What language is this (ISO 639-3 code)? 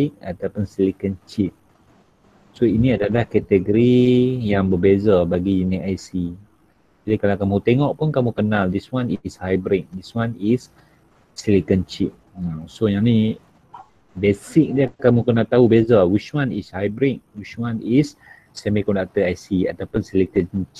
msa